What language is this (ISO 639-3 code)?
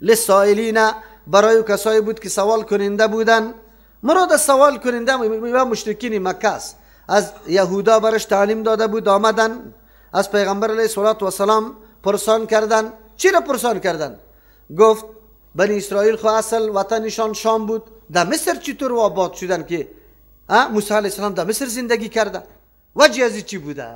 fas